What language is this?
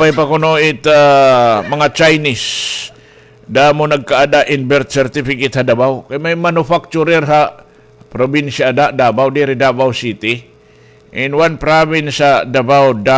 Waray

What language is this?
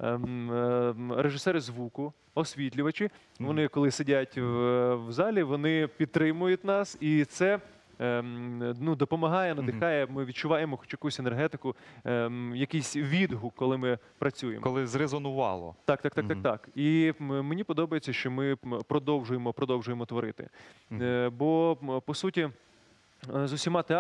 Ukrainian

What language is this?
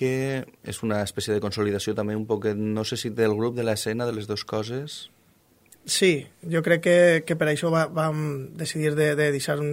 Catalan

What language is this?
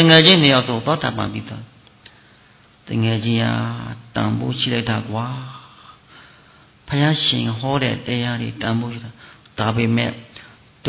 Burmese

